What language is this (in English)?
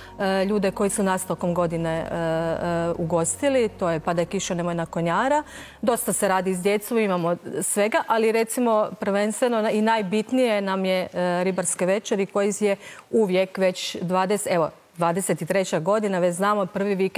Croatian